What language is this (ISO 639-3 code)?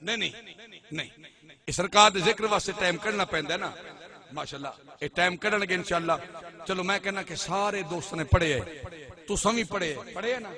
skr